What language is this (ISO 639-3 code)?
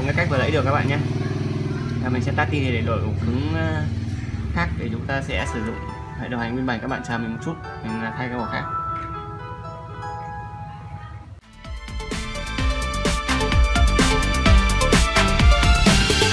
vie